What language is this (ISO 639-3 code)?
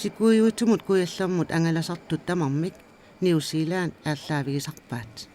kal